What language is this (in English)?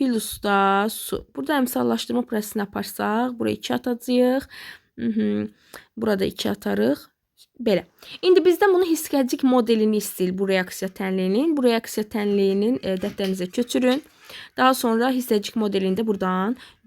Azerbaijani